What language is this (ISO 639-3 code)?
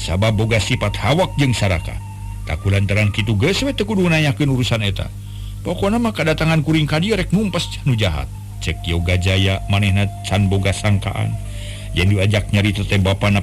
sun